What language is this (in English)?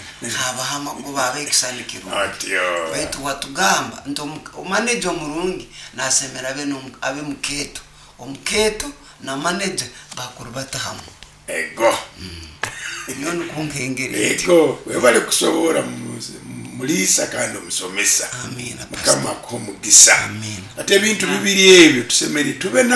Nyoro